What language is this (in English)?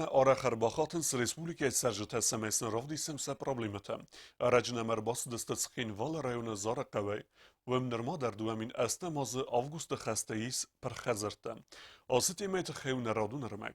Ossetic